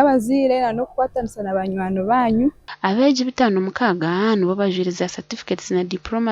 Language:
Nyankole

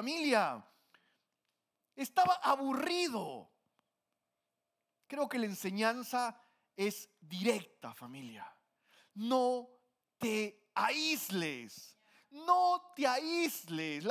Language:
Spanish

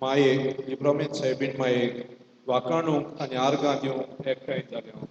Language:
Konkani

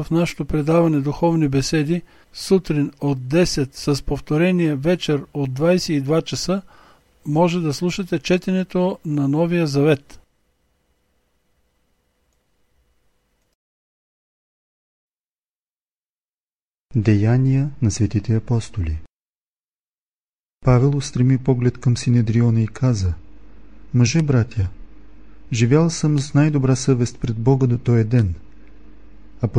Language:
Bulgarian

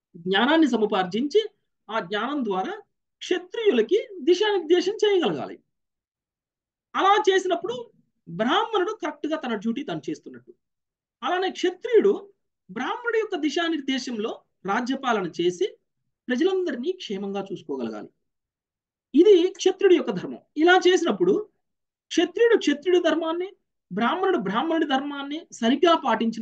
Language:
Telugu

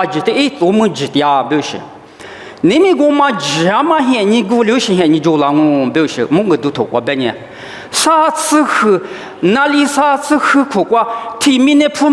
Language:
Lisu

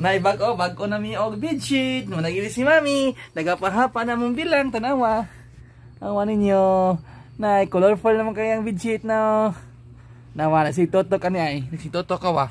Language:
Cebuano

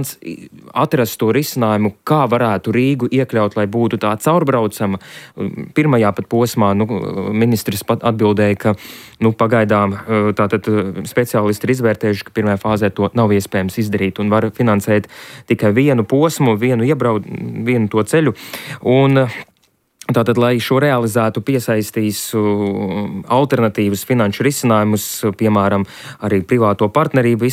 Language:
Latvian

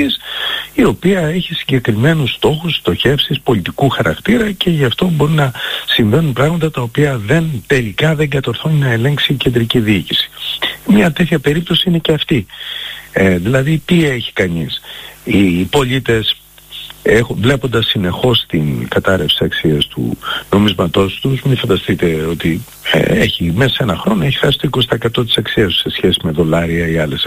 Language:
Greek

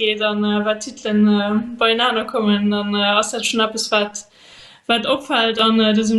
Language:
Luxembourgish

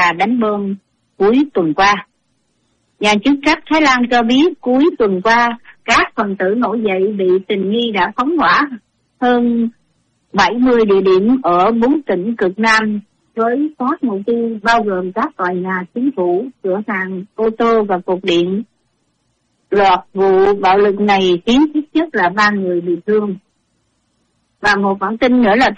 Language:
Vietnamese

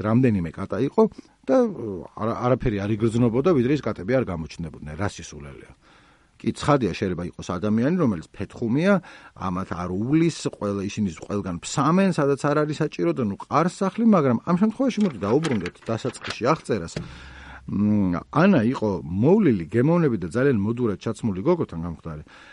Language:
Georgian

